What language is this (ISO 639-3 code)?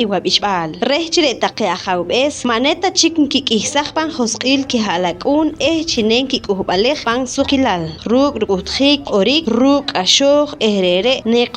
poh